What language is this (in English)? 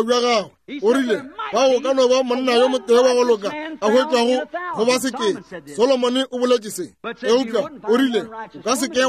Northern Sotho